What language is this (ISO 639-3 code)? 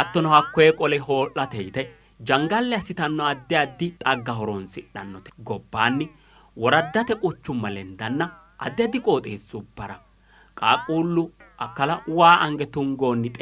sid